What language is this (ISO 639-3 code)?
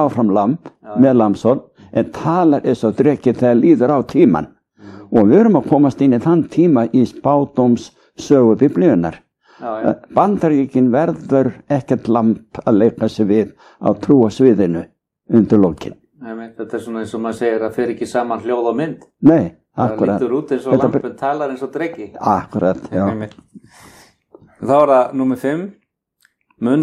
isl